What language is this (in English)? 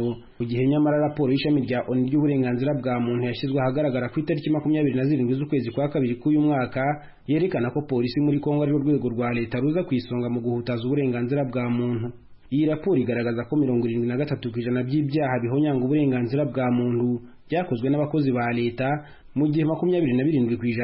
Kinyarwanda